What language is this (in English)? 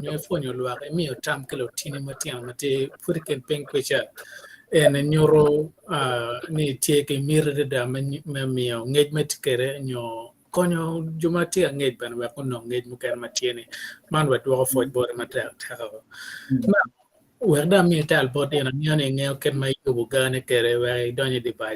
Acoli